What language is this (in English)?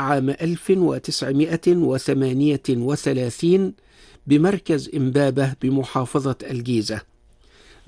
Arabic